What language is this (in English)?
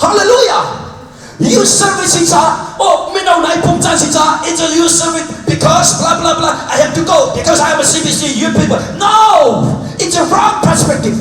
Hakha Chin